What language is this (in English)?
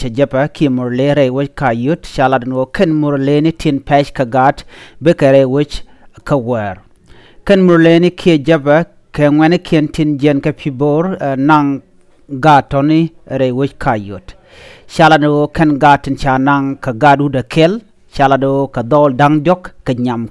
Nuer